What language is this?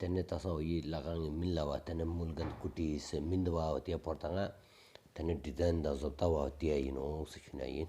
Stod Bhoti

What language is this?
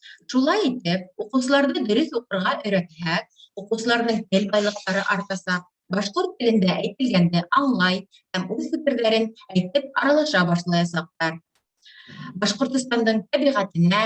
Bashkir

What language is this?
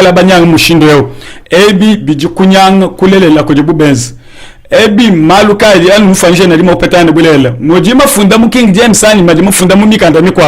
Luba-Lulua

